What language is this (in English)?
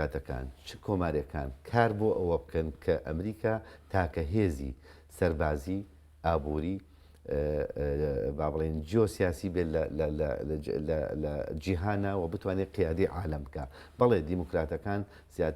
Central Kurdish